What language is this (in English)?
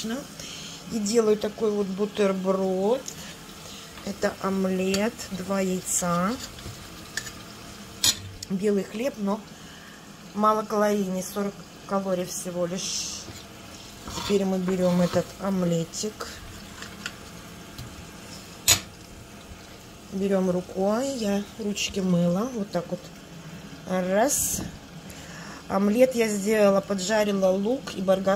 Russian